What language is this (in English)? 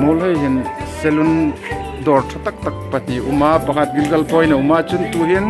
Hmar